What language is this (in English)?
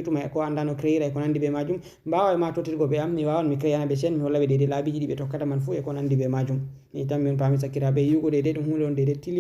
Fula